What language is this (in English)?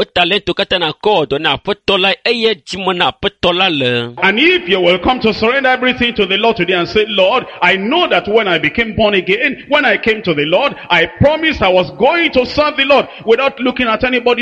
Ewe